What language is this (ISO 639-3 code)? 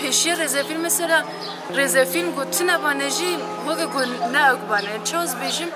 kur